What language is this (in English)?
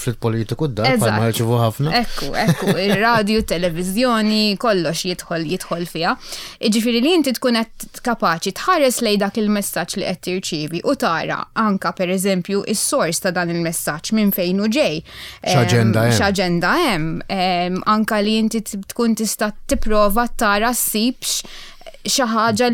Maltese